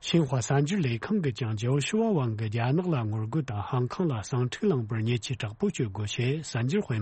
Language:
Tibetan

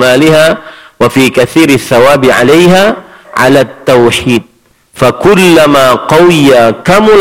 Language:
Indonesian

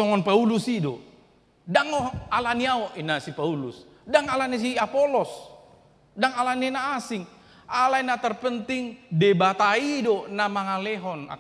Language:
Batak Toba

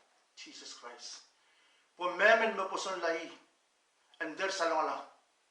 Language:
Pohnpeian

